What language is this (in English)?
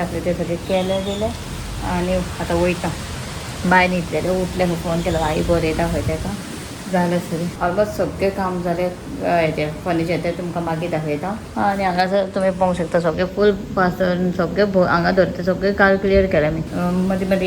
Konkani